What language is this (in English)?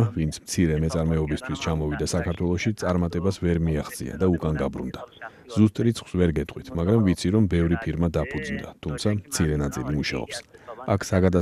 Georgian